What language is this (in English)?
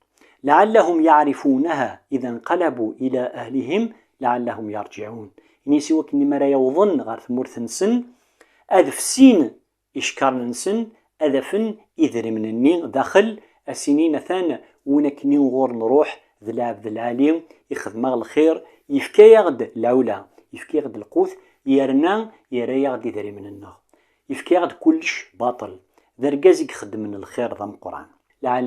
Kabyle